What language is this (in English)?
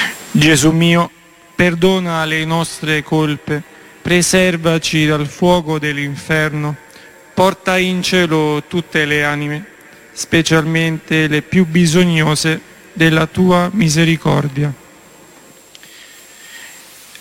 Italian